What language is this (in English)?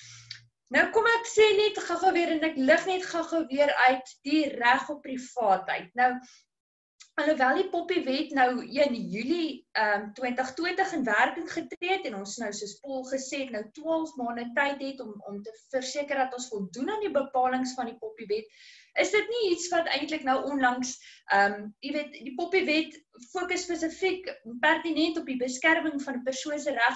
Afrikaans